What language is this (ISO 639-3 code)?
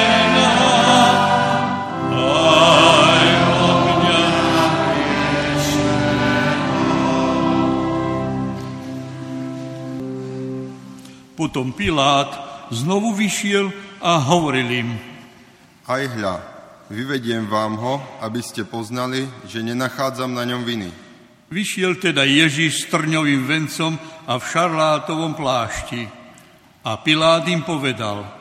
slk